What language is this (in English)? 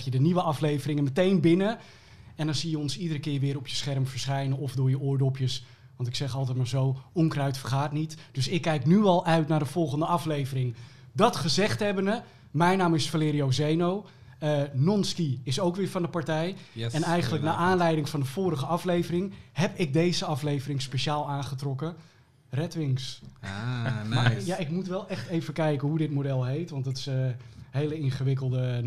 Dutch